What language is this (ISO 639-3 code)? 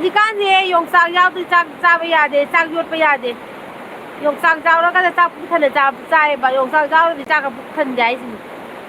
mni